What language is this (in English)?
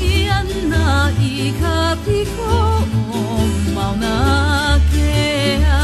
Hawaiian